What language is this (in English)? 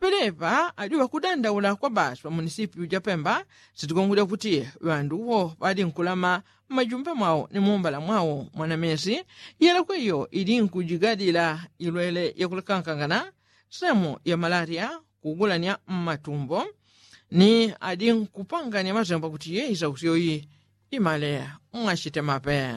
Yao